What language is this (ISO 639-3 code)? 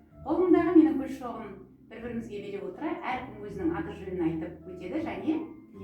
kaz